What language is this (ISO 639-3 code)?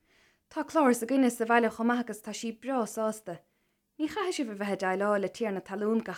gle